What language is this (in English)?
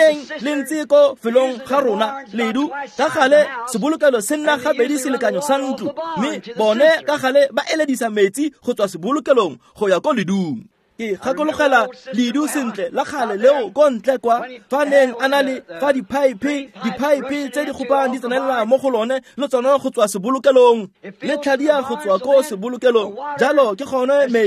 Tswana